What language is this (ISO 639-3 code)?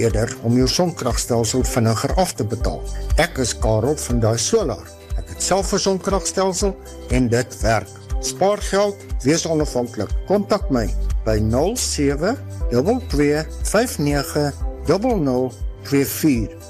afr